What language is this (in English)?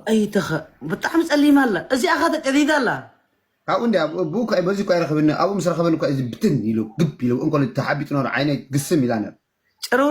Tigrinya